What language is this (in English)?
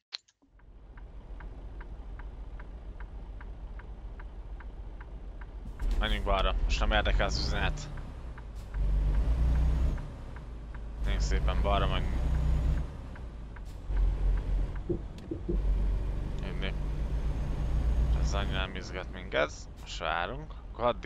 Hungarian